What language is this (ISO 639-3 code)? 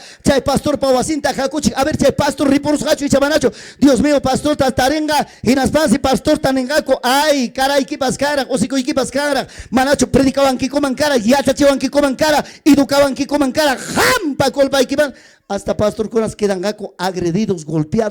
quy